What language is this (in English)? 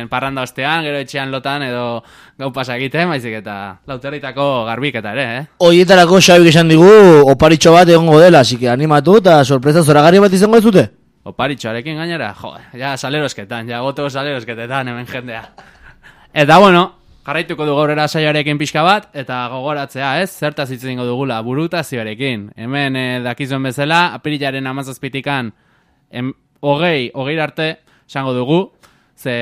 Basque